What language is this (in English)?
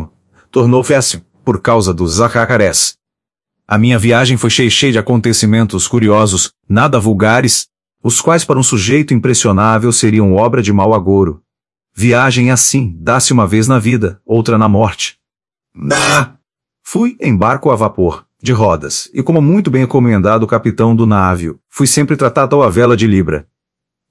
Portuguese